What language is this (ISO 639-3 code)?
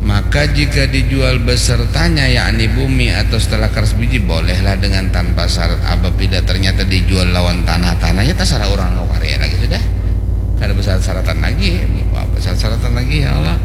bjn